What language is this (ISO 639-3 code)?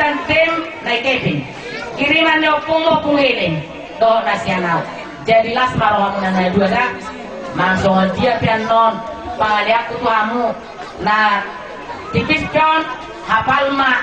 bbc